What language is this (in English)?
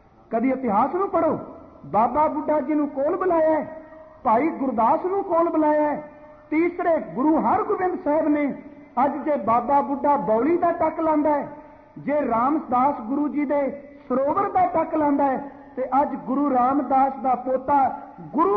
Punjabi